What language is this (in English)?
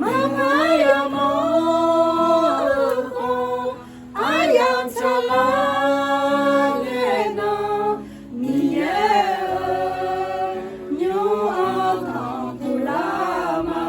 Akha